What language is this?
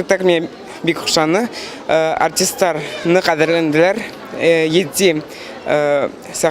Bashkir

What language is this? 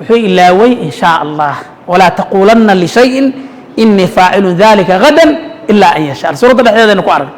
Somali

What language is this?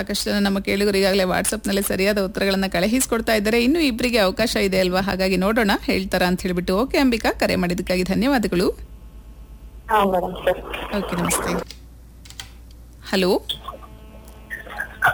Kannada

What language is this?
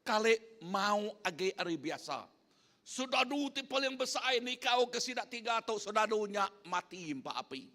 Iban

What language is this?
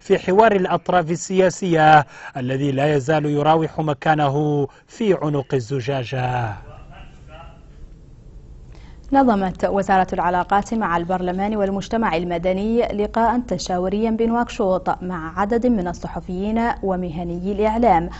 Arabic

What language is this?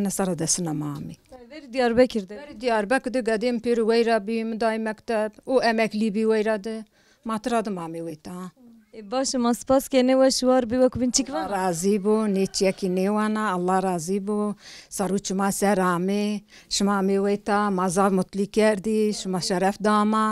Zaza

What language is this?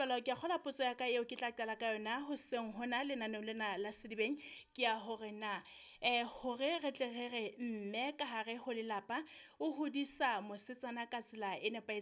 Southern Sotho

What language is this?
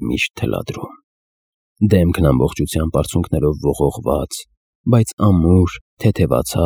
Armenian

